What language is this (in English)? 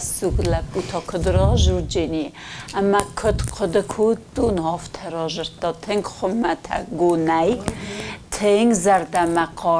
Ossetic